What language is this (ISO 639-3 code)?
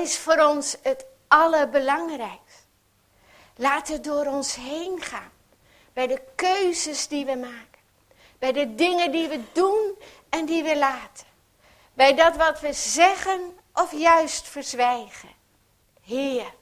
nld